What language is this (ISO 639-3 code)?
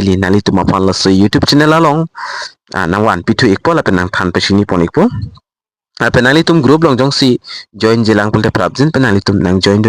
mjw